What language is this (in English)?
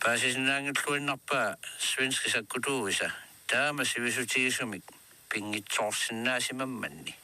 Kalaallisut